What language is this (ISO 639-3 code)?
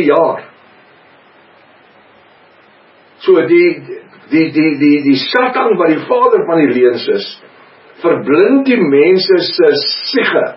afr